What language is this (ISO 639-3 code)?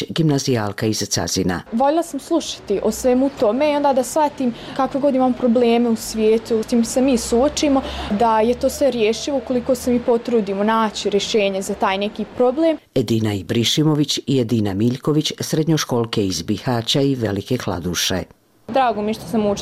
bos